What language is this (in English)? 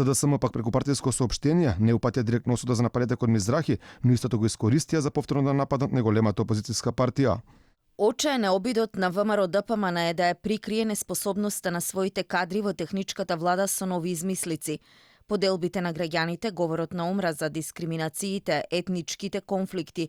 Macedonian